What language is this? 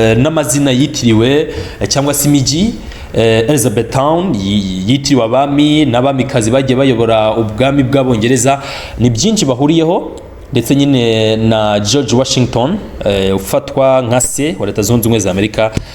Kinyarwanda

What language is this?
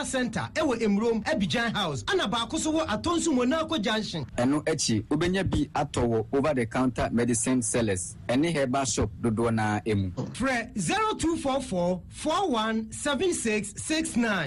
Akan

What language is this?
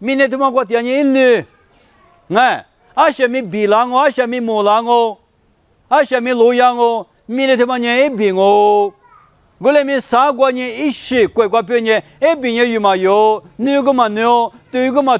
Lisu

